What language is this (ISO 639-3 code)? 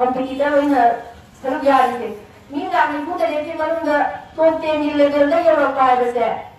mni